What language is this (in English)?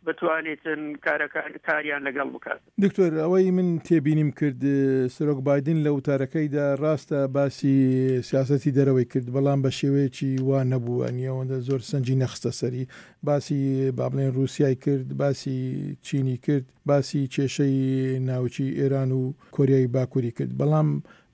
Central Kurdish